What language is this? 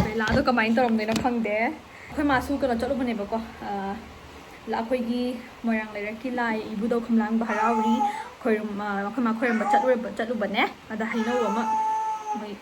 Manipuri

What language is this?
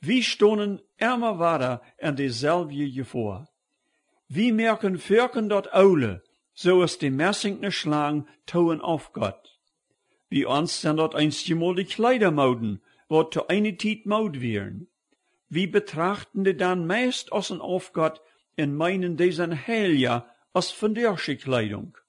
Plautdietsch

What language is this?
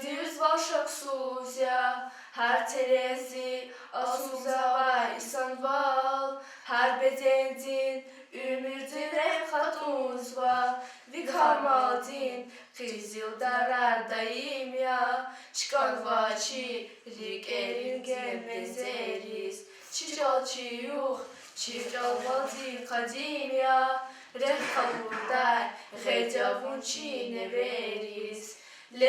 Lezghian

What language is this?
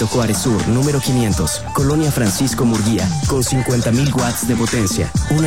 Spanish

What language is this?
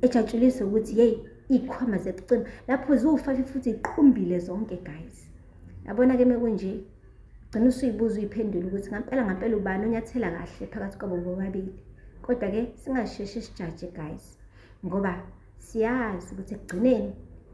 Zulu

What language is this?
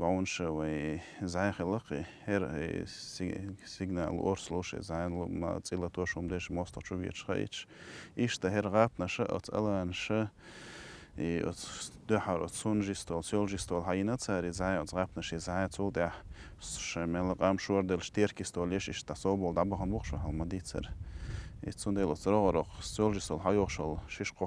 Chechen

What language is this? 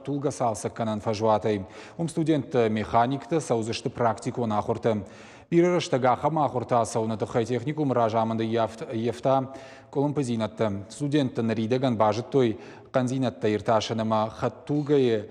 Ossetic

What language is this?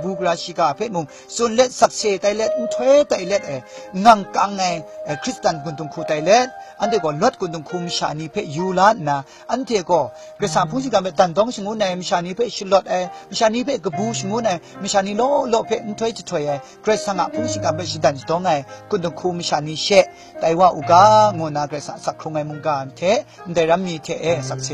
Kachin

